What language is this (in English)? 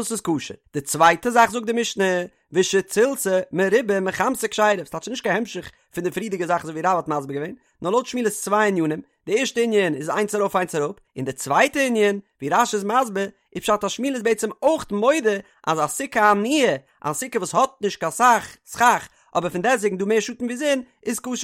Yiddish